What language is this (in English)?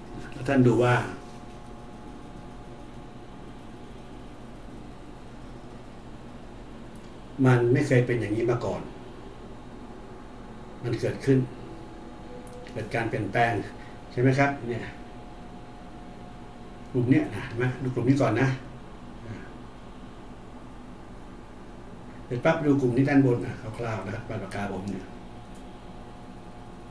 Thai